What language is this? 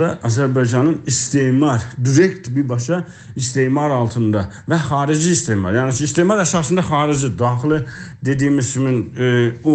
South Azerbaijani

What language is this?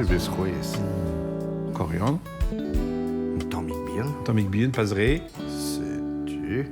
Breton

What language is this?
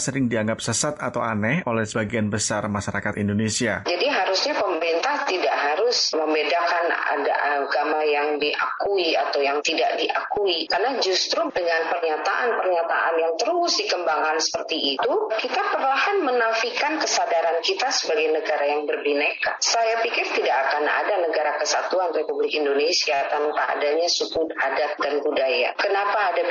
Indonesian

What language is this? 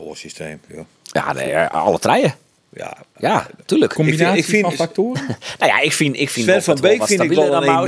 Western Frisian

